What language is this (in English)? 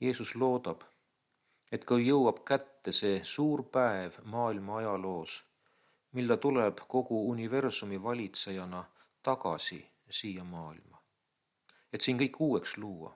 Estonian